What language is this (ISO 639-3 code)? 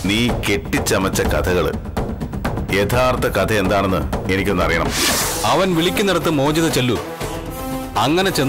mal